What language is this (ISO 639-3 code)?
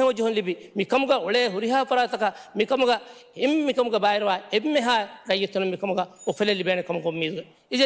div